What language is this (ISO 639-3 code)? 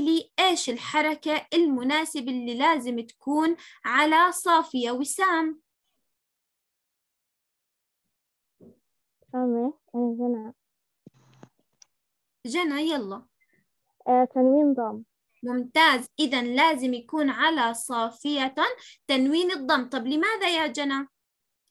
ajp